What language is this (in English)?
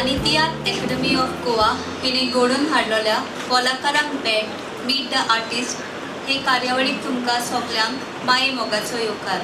Konkani